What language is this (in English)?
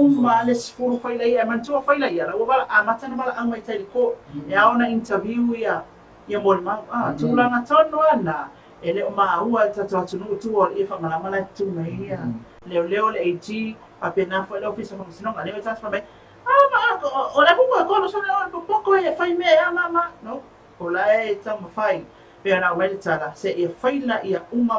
Samoan